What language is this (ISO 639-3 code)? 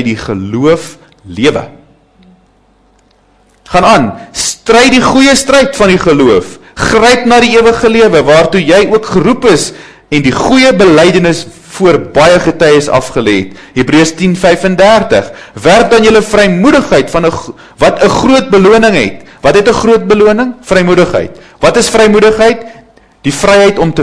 afr